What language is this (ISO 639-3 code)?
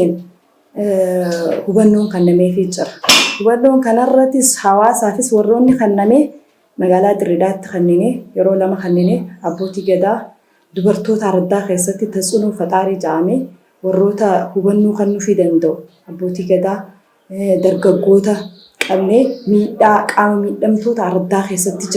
orm